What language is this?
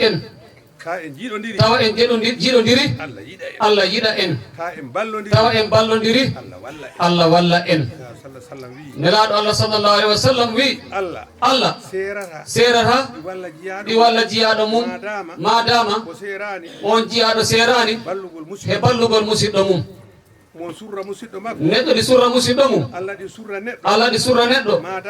Fula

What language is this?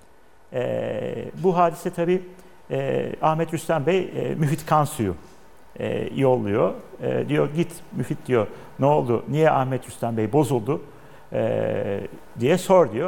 Turkish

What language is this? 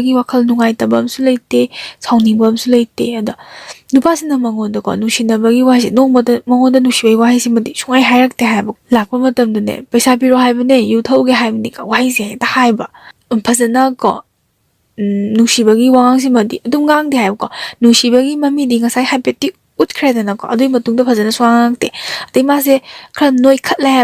Manipuri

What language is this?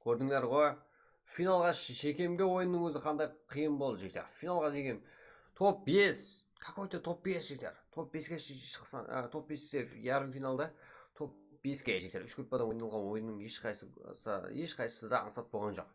Kara-Kalpak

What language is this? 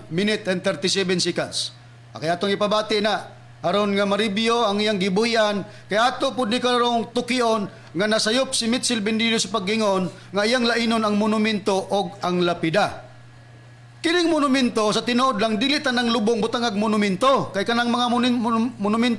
Cebuano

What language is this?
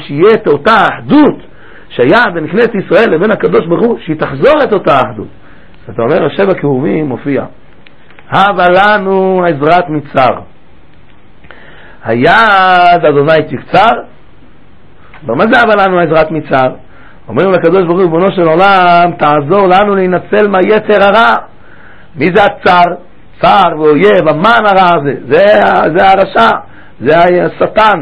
Hebrew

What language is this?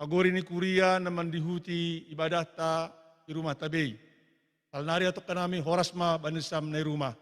Batak Simalungun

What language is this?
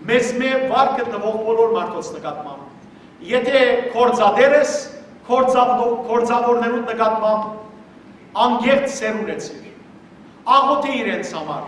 Western Armenian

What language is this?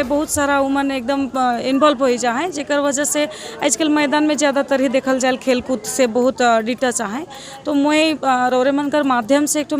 Sadri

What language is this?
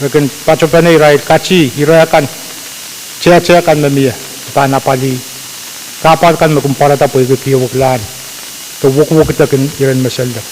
Pohnpeian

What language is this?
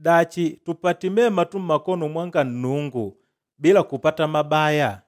Makonde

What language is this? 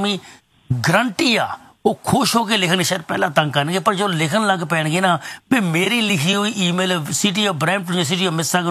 Punjabi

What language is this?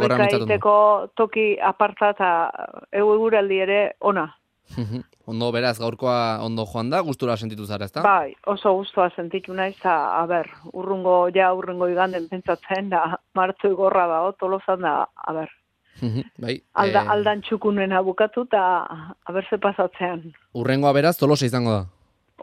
Basque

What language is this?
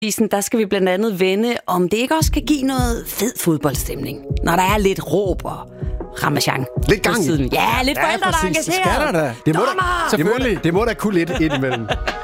Danish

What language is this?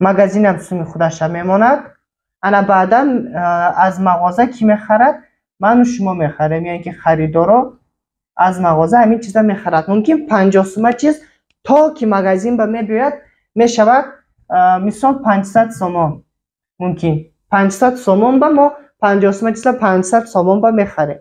Tajik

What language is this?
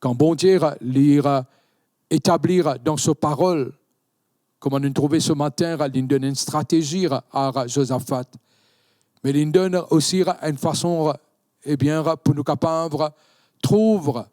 Morisyen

